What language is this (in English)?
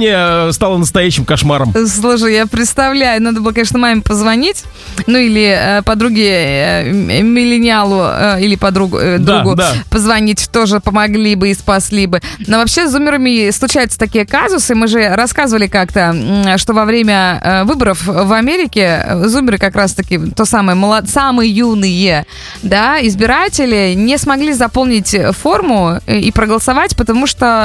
Russian